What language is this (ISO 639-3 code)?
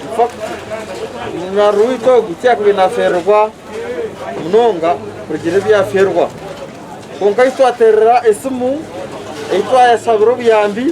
nyn